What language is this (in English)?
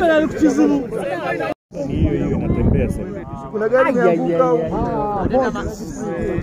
Swahili